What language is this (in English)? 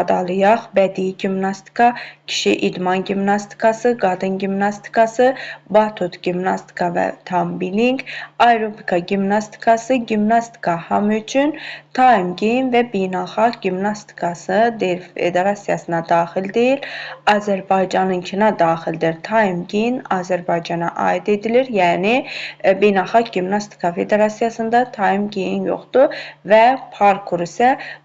Azerbaijani